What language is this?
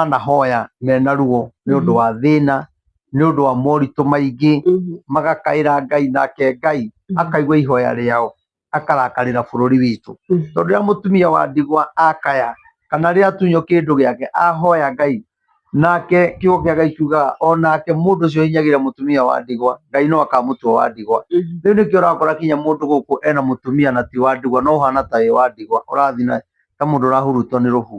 Kikuyu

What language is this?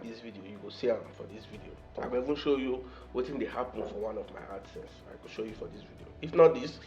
Nigerian Pidgin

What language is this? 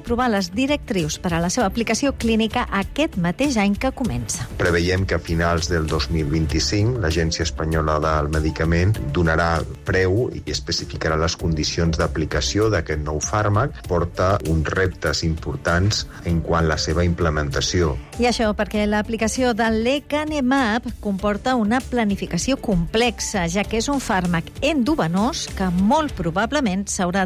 Catalan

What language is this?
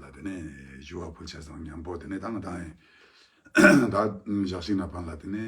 Ladakhi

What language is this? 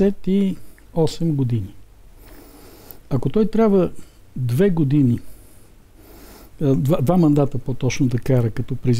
Bulgarian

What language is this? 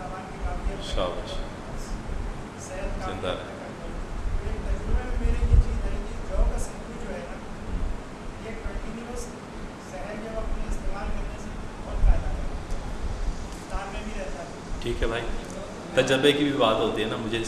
Urdu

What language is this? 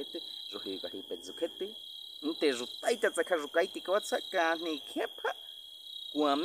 Baniwa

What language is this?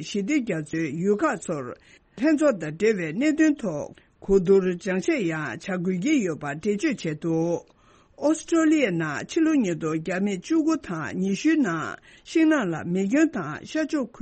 Tibetan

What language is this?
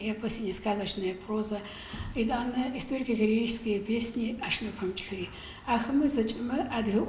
Adyghe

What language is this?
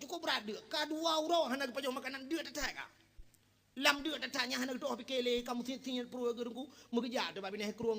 Achinese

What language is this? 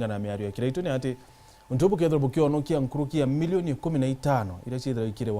Meru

